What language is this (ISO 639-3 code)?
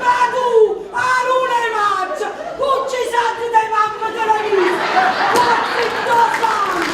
nap